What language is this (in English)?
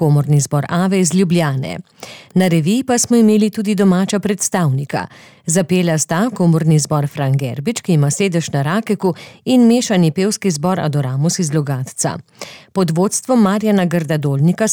Slovenian